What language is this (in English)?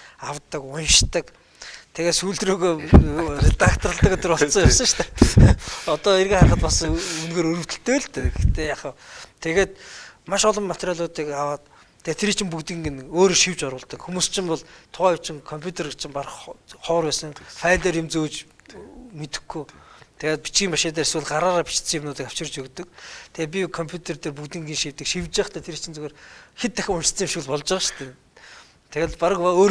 Mongolian